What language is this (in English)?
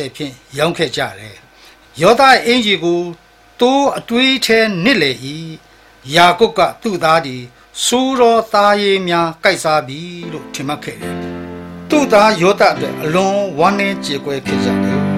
Burmese